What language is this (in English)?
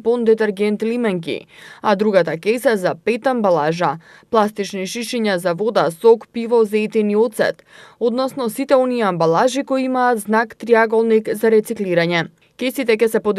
Macedonian